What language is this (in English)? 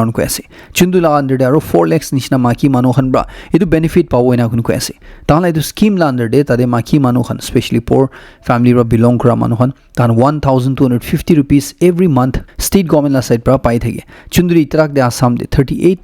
Naga Pidgin